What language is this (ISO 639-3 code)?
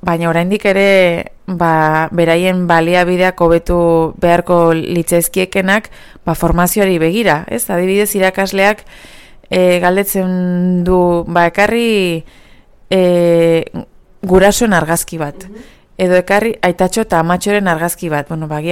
eus